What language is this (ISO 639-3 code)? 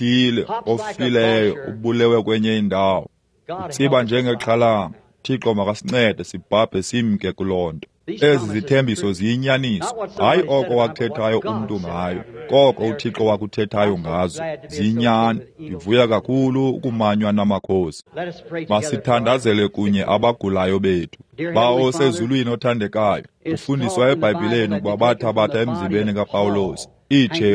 xho